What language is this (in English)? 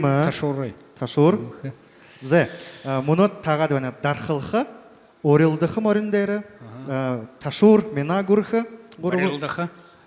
Buriat